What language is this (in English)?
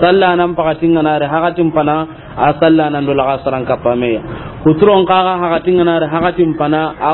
Soninke